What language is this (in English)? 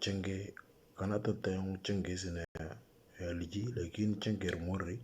Moro